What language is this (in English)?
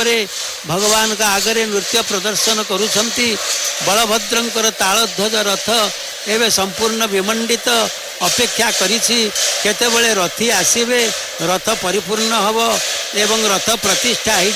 Odia